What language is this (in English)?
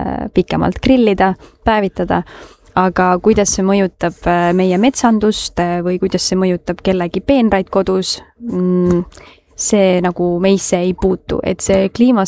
Estonian